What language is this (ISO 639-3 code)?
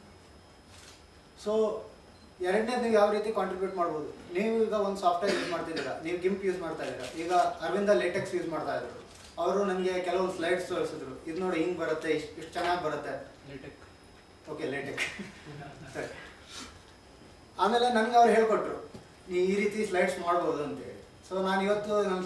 kan